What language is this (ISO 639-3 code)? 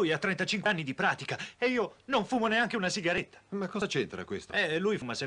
ita